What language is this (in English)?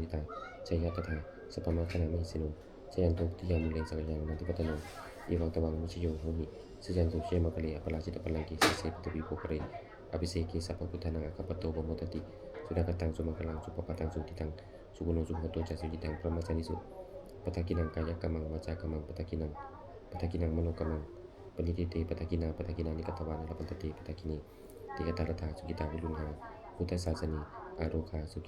Pali